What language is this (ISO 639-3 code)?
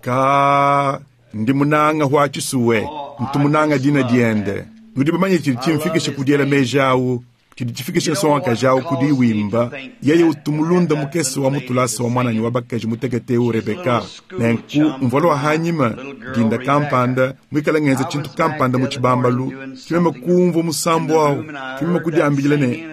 lua